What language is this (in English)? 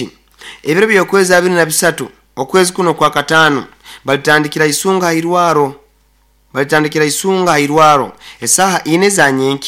Nyoro